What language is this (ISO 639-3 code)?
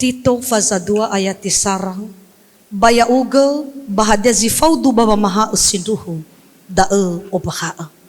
nia